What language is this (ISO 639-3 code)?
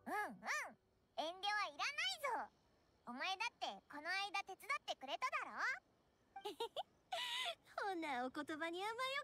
jpn